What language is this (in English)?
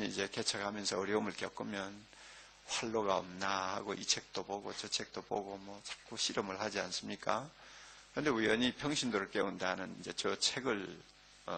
Korean